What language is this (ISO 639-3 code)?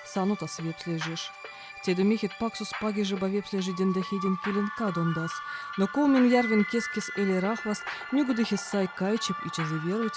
vep